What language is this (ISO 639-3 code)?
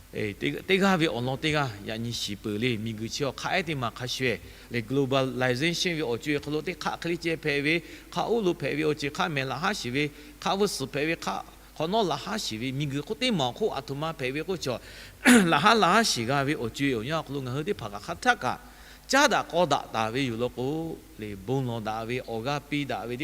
lhu